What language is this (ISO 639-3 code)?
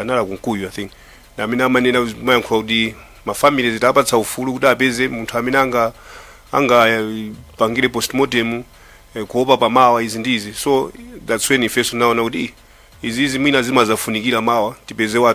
nya